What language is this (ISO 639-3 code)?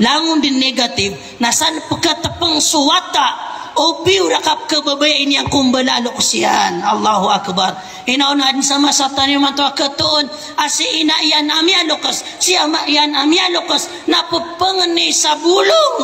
mrw